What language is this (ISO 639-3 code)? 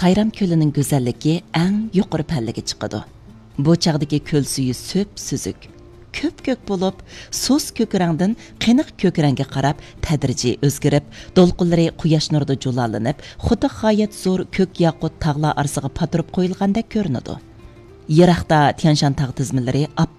uig